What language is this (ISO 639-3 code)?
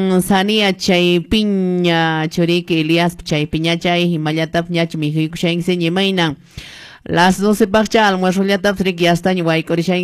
que